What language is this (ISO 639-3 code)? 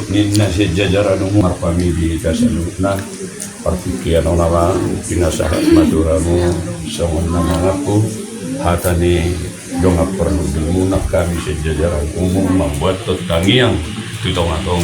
bbc